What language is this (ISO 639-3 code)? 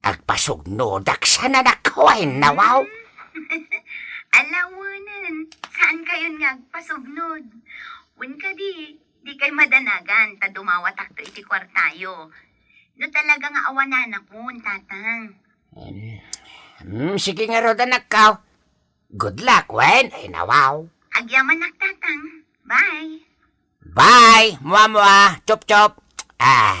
ilo